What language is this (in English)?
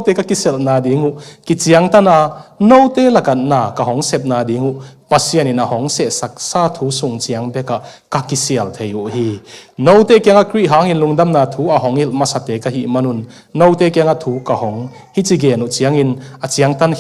Tedim Chin